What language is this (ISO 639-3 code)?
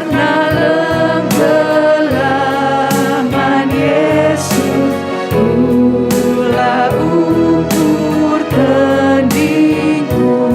btx